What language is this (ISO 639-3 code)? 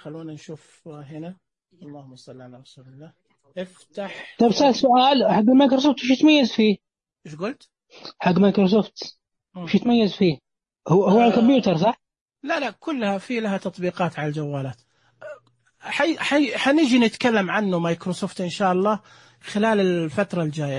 ars